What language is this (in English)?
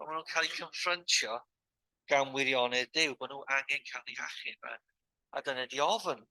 Welsh